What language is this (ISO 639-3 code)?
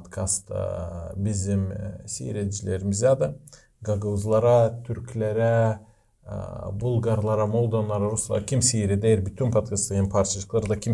gag